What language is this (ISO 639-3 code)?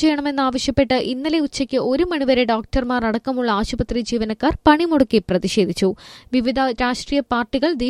mal